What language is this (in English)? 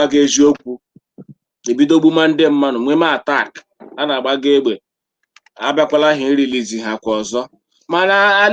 Igbo